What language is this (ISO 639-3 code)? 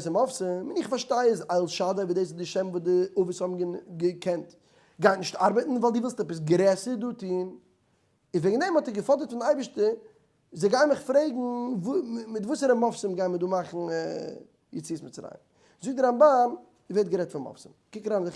yid